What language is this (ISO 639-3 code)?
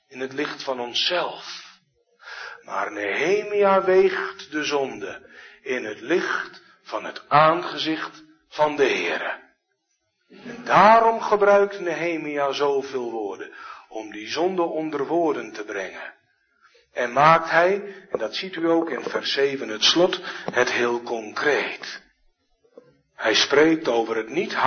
nld